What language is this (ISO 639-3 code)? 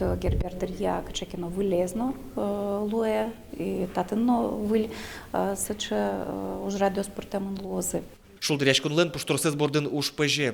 udm